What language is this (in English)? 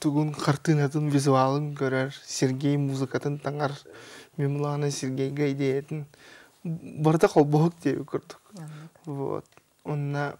Yakut